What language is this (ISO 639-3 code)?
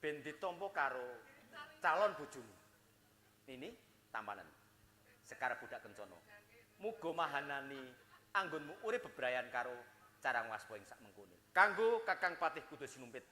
jav